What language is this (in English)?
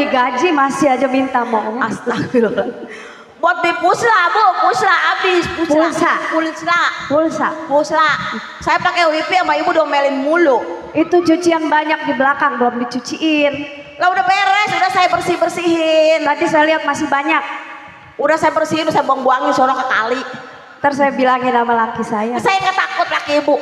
Betawi